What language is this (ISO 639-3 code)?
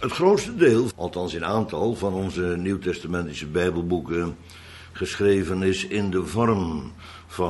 nld